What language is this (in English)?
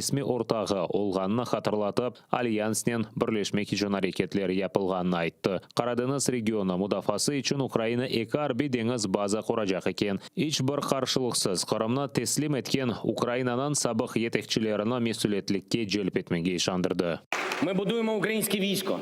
Crimean Tatar